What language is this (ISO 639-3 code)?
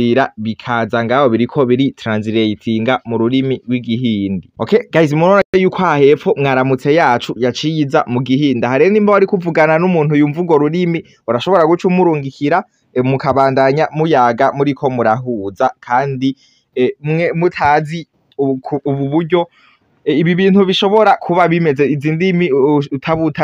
run